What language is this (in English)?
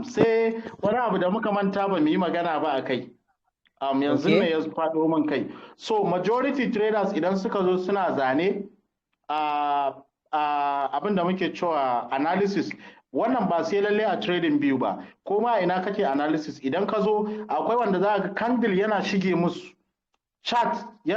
Hausa